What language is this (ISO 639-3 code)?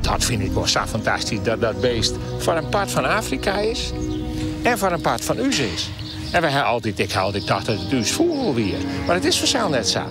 fry